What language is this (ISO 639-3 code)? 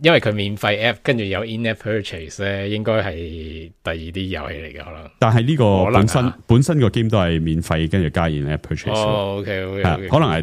yue